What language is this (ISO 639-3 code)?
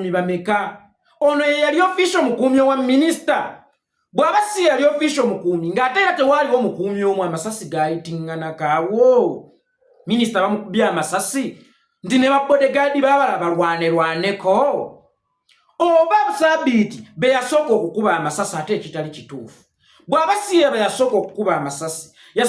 lug